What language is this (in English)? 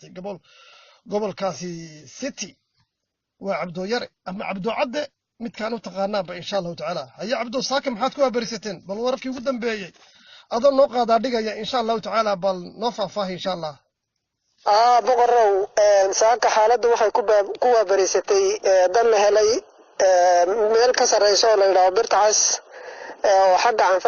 Somali